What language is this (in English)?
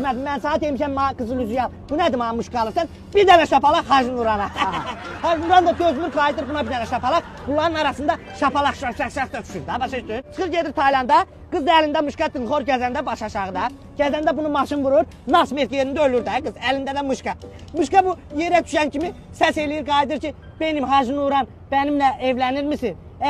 Azerbaijani